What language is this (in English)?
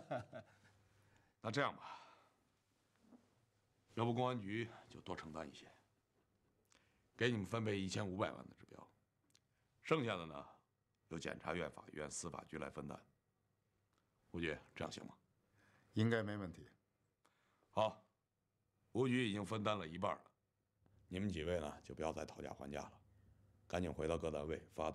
Chinese